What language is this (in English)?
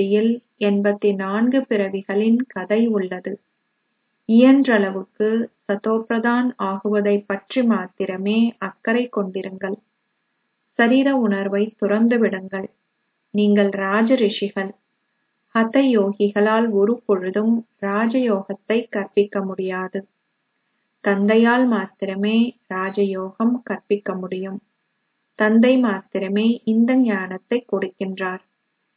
Tamil